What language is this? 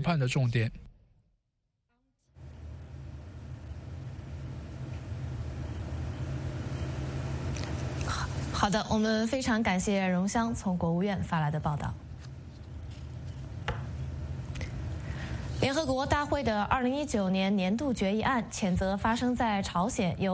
Chinese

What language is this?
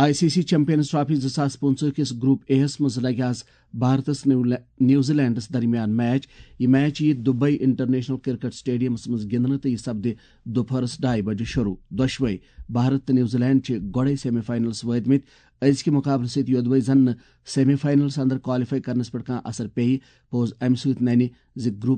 Kashmiri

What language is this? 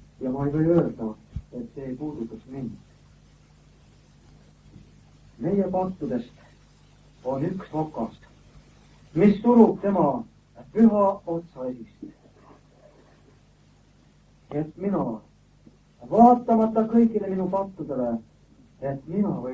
Estonian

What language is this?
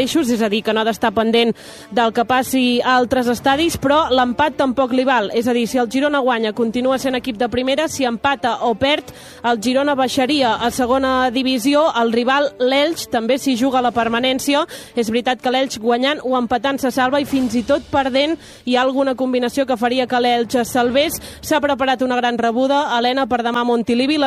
Catalan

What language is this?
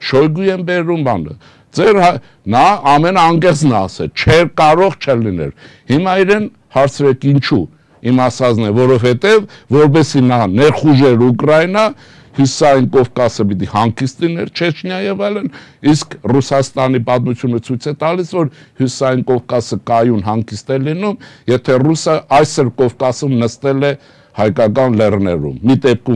Armenian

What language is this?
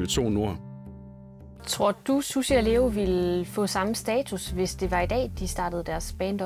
Danish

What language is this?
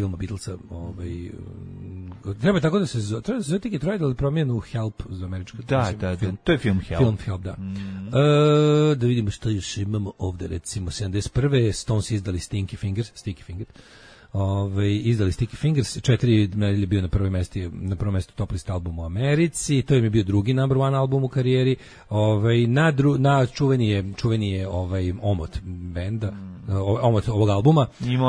Serbian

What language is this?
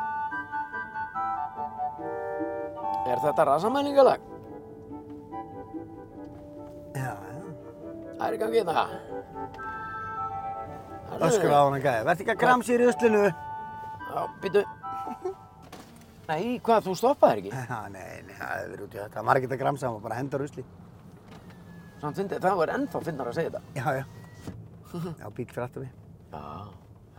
Icelandic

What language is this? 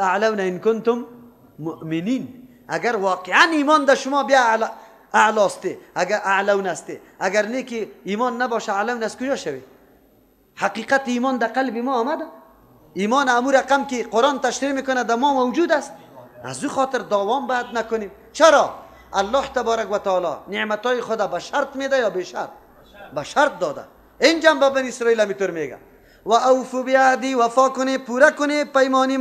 Persian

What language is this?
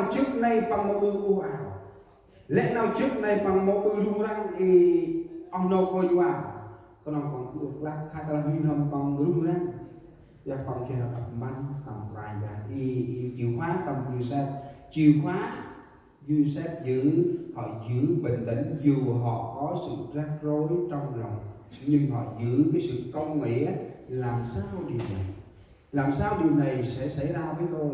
Central Mnong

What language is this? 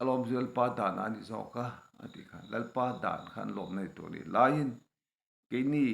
Mizo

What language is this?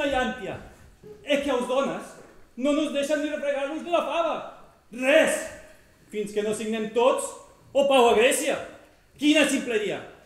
Catalan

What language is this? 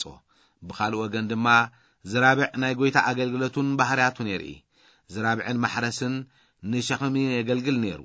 Tigrinya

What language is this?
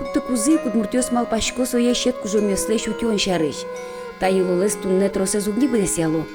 Udmurt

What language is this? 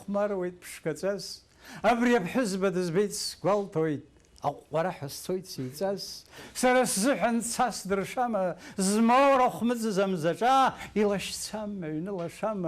Abkhazian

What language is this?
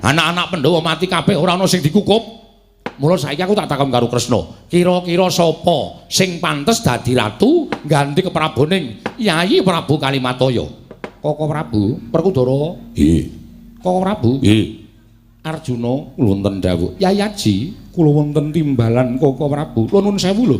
Javanese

